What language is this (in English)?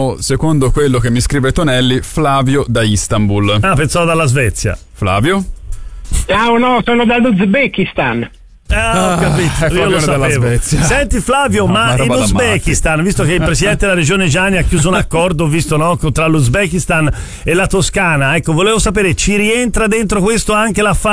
Italian